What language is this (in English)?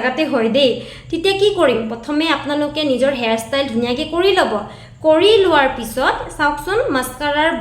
Assamese